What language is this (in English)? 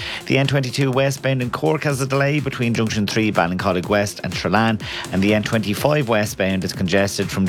English